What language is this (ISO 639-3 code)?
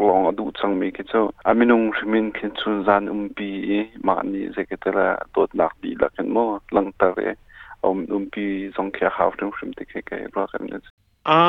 cnh